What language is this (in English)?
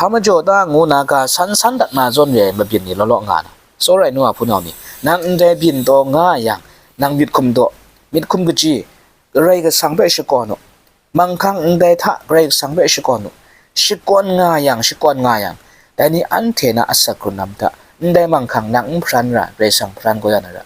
Kachin